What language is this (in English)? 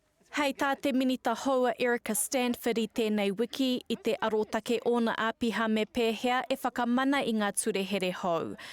Māori